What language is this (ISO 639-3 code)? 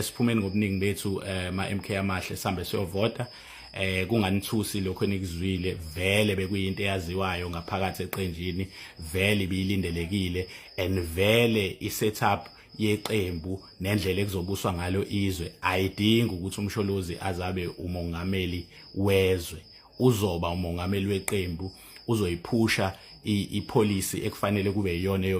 zul